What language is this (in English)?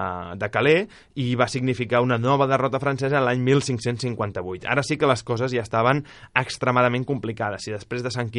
Catalan